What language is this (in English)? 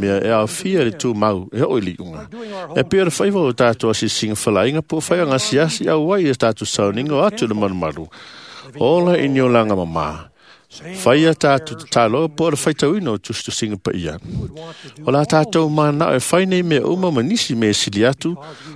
Samoan